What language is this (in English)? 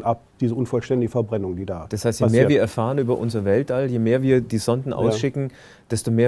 German